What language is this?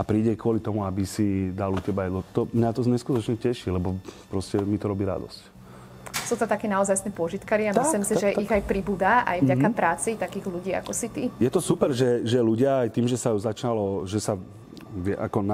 Slovak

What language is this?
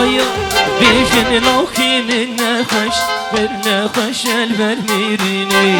Kurdish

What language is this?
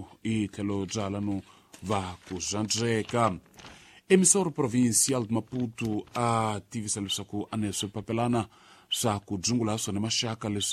Tsonga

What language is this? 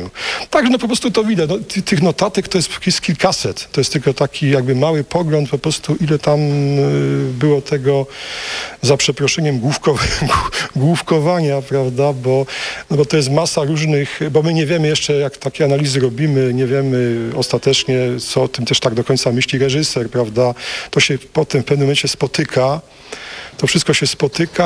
Polish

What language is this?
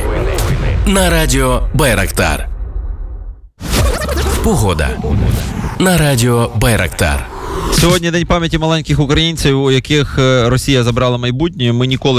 Ukrainian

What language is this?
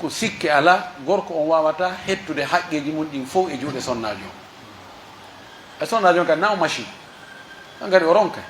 Pular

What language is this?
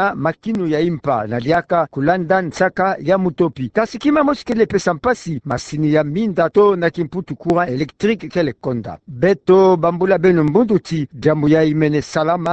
Kituba (Democratic Republic of Congo)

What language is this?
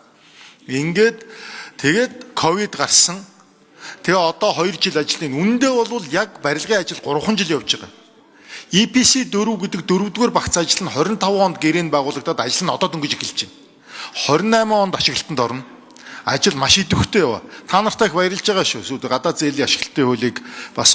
Mongolian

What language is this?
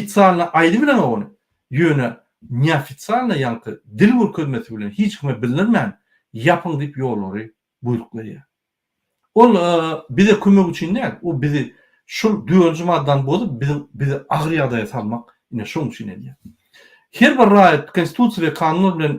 Turkmen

